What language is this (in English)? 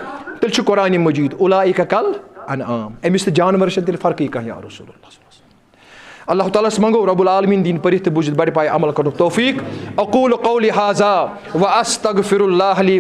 Kashmiri